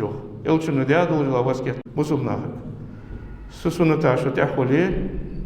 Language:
Ingush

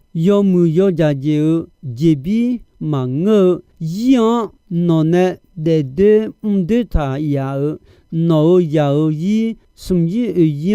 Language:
Akha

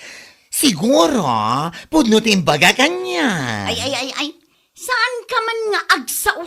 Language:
Iloko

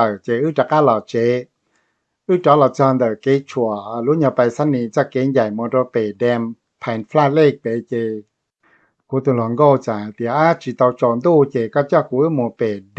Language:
Hmong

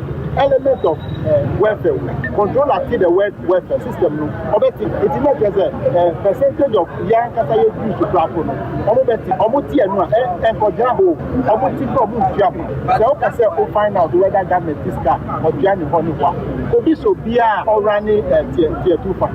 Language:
Akan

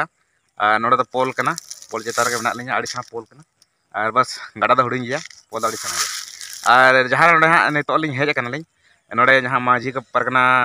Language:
Santali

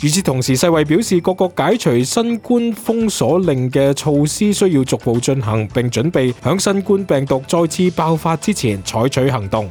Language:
Cantonese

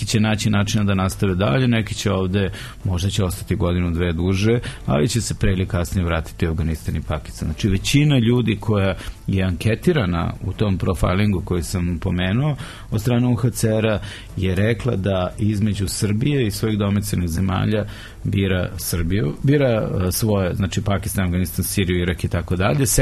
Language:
Serbian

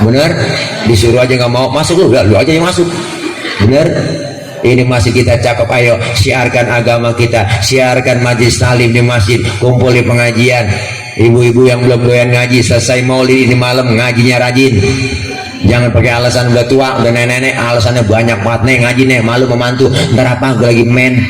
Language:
Betawi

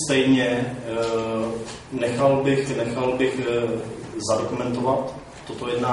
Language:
Czech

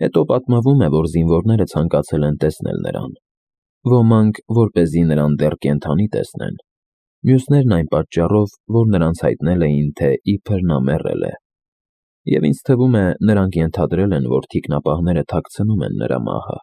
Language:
Armenian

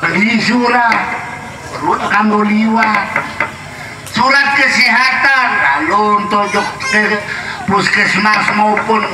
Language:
Sasak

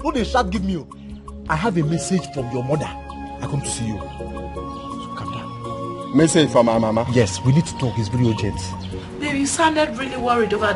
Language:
Nigerian Pidgin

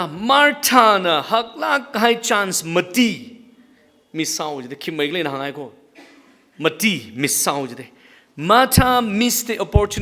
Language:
Tangkhul Naga (India)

